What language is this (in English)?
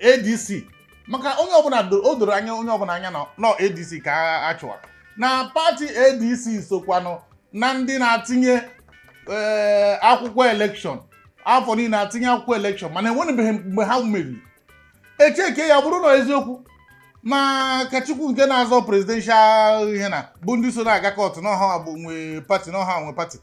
Igbo